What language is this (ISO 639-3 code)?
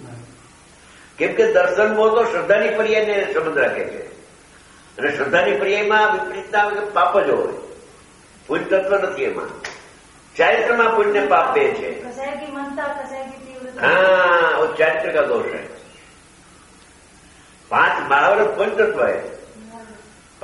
guj